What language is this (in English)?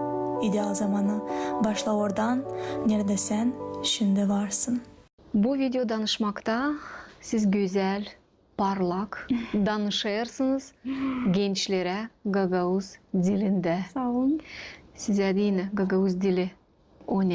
Gagauz